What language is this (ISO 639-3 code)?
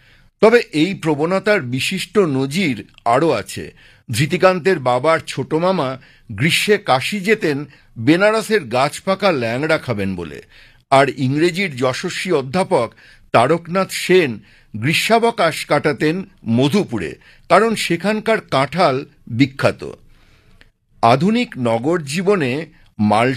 ben